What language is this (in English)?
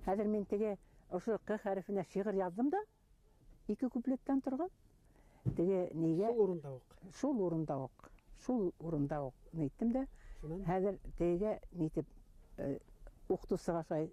Bashkir